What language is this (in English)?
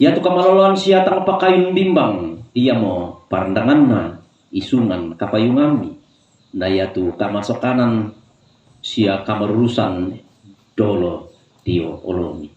Toraja-Sa'dan